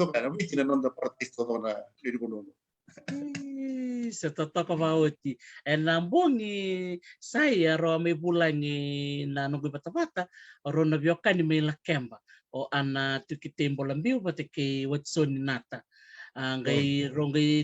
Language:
Fijian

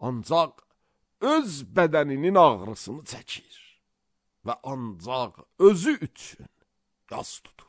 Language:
Azerbaijani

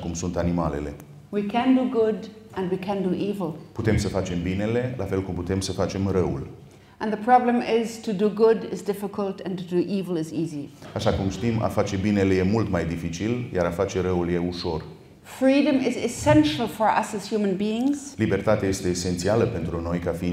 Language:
Romanian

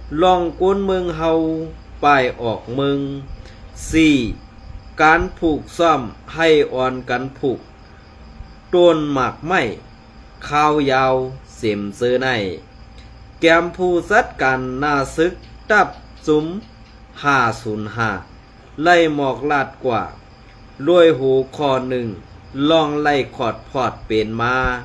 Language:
Shan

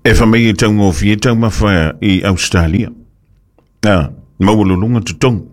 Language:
Samoan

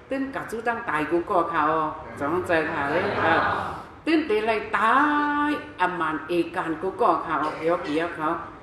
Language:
Shan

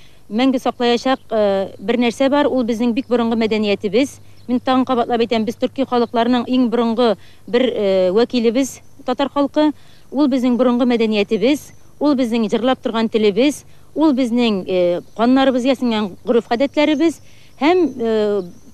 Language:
Tatar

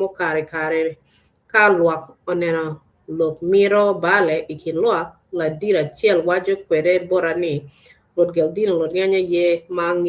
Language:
Acoli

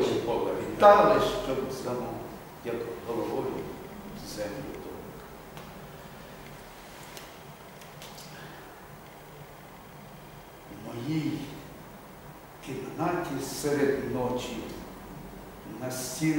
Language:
Ukrainian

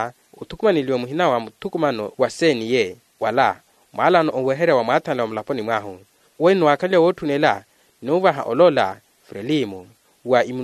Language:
Makhuwa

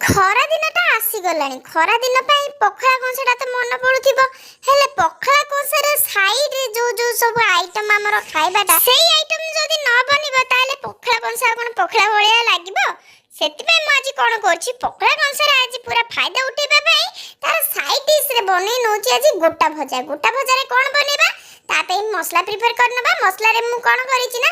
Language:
Odia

